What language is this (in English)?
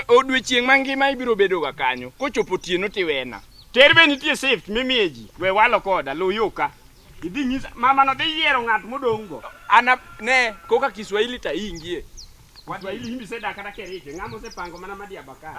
Luo (Kenya and Tanzania)